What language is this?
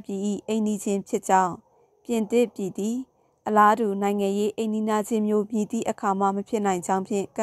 Burmese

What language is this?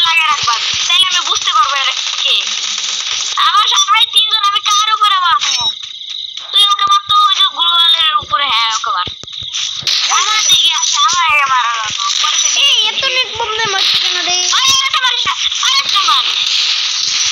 Bangla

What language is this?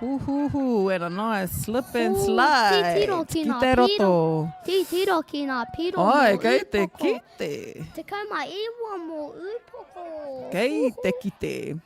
Māori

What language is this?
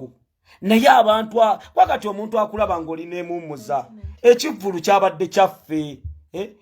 Ganda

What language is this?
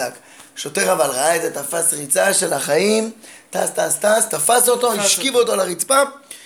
Hebrew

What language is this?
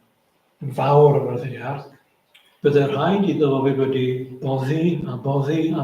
Welsh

